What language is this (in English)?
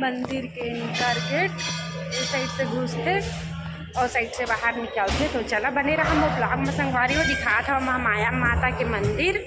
Chhattisgarhi